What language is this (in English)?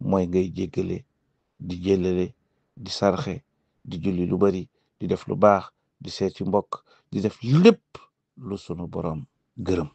Wolof